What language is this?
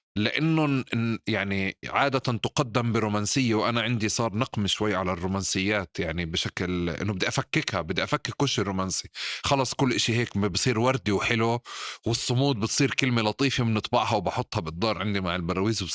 North Levantine Arabic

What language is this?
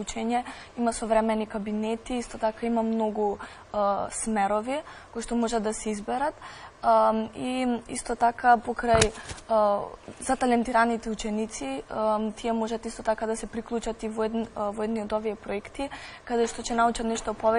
Macedonian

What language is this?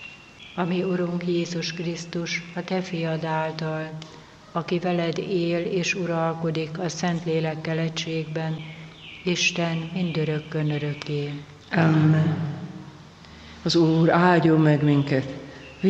Hungarian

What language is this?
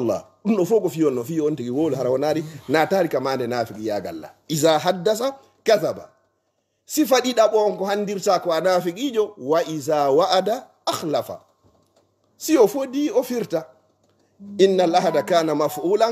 Fula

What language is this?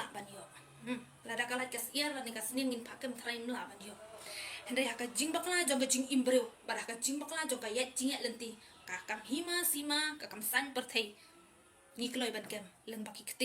Khasi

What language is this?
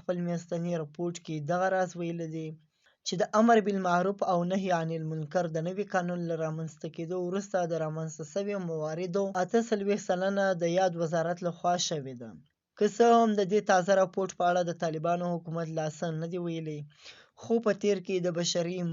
Pashto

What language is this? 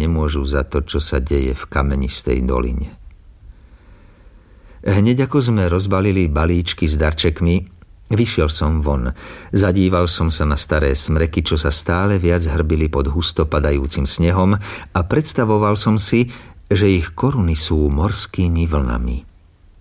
Slovak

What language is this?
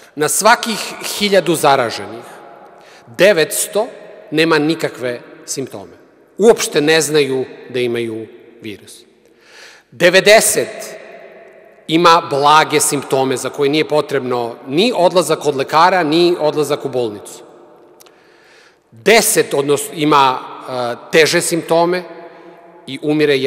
Serbian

